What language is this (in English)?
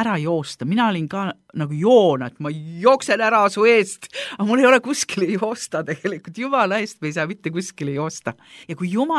Estonian